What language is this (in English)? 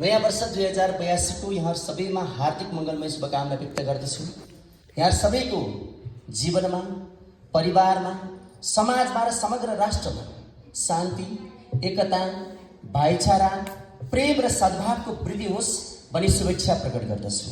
Nepali